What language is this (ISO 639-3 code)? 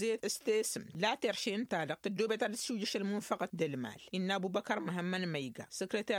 taq